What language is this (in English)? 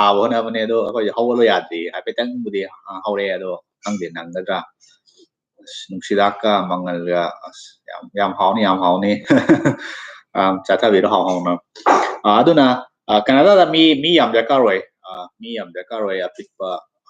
Manipuri